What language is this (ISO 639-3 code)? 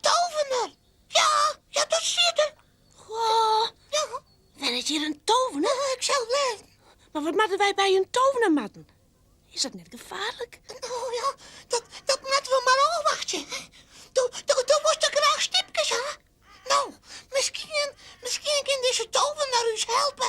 fry